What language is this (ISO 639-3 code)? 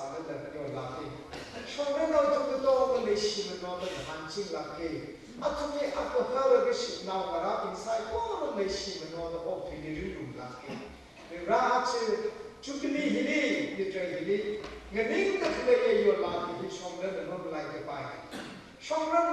nmf